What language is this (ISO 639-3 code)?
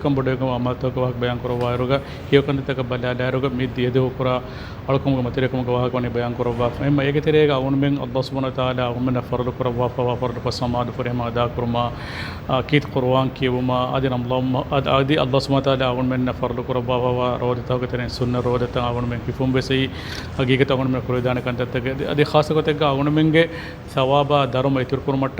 div